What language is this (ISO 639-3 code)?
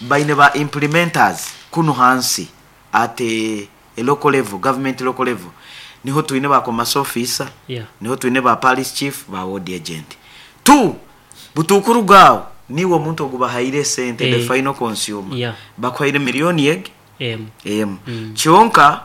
nyn